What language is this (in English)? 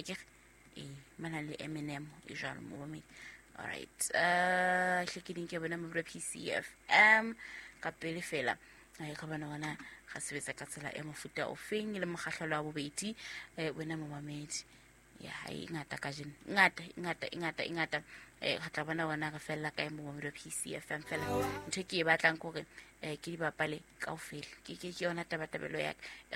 Southern Sotho